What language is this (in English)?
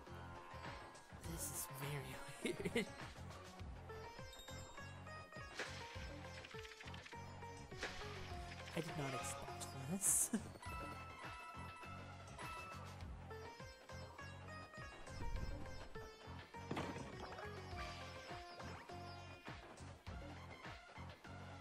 English